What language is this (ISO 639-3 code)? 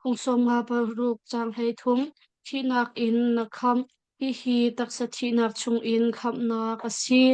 cnh